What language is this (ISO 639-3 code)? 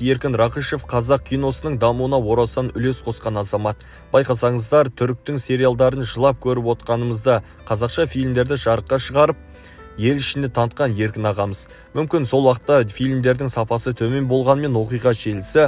kaz